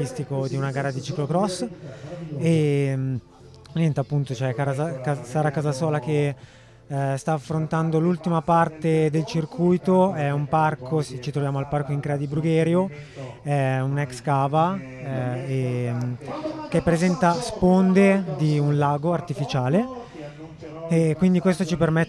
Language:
Italian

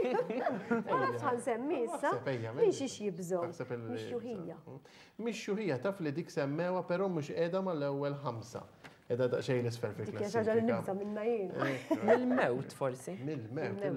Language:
Maltese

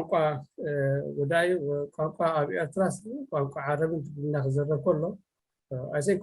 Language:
Tigrinya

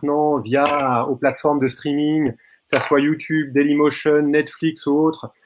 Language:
French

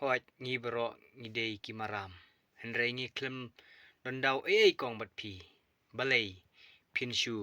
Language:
Khasi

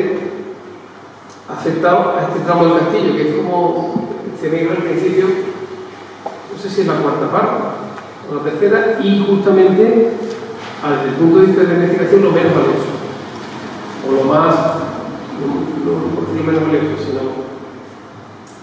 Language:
Spanish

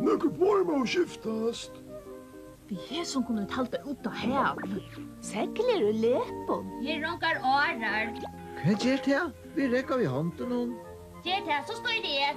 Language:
Faroese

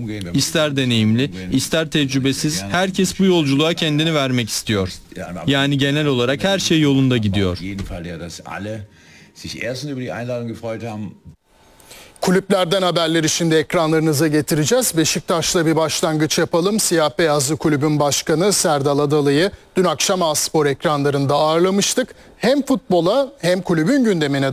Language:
Turkish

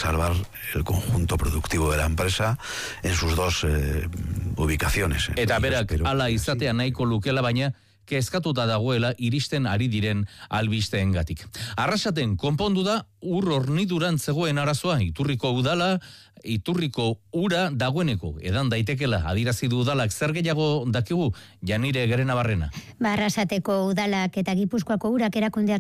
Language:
Basque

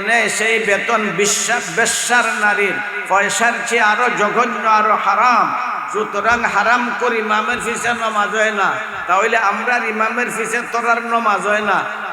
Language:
Sylheti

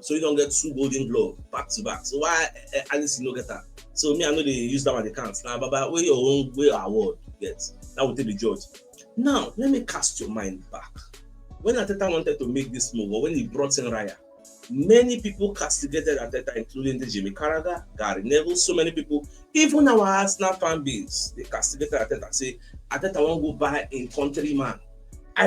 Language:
Nigerian Pidgin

